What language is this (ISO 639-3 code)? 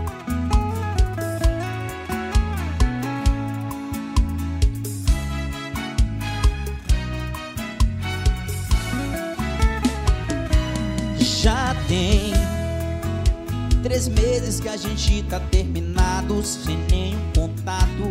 por